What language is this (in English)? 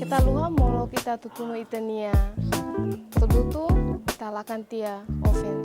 Tetum